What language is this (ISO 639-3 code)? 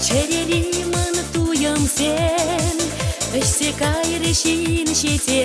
chv